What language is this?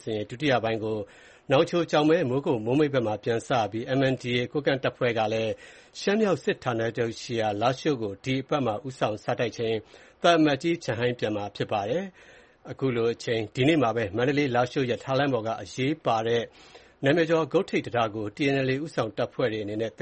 Burmese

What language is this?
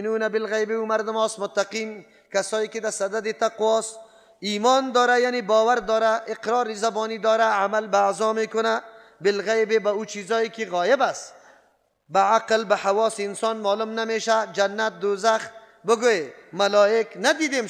Persian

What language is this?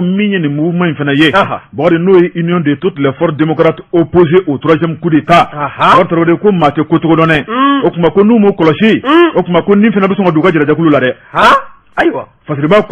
Bambara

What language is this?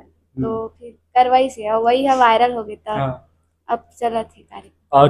Chhattisgarhi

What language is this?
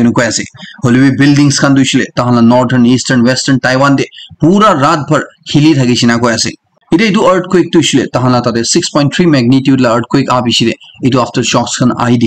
Naga Pidgin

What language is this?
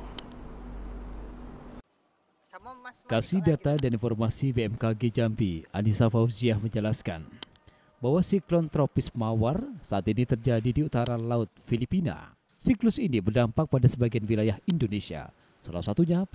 Indonesian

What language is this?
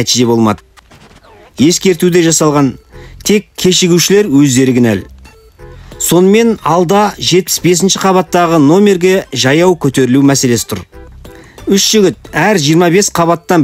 Kazakh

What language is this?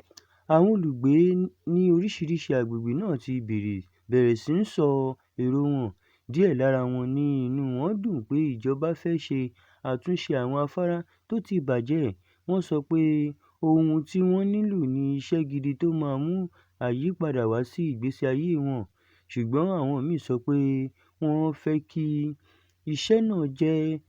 Yoruba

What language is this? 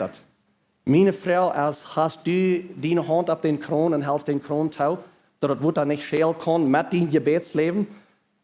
Plautdietsch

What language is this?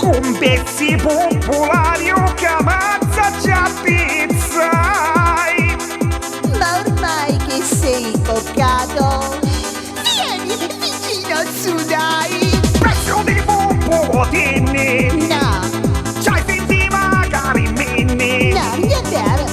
Neapolitan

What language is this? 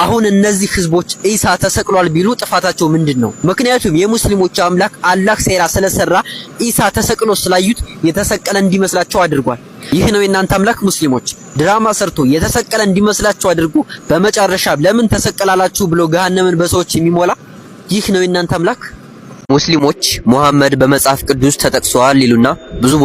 Amharic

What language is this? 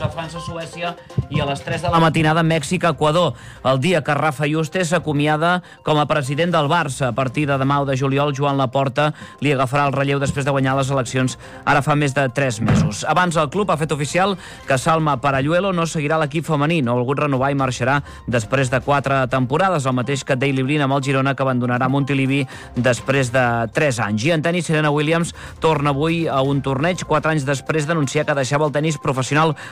Catalan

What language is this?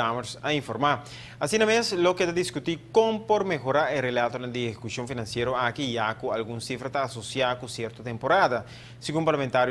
Papiamento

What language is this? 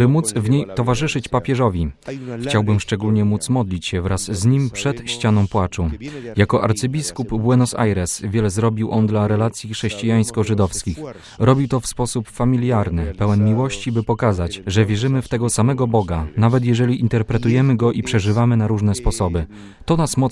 Polish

